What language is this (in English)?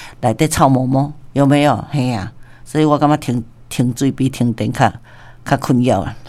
Min Nan Chinese